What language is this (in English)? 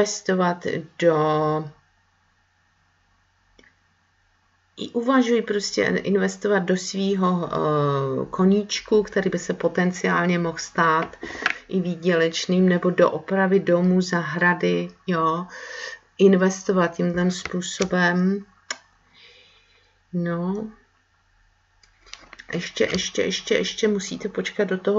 Czech